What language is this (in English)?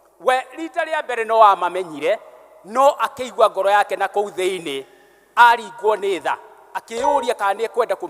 Kikuyu